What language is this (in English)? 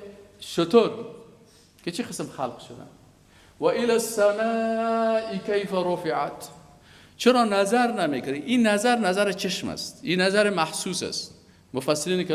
Persian